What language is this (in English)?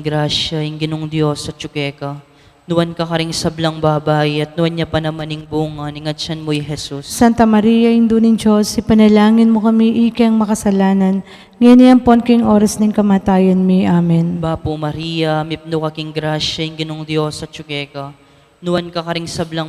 Pampanga